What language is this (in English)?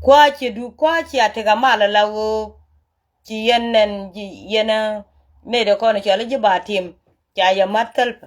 Nuer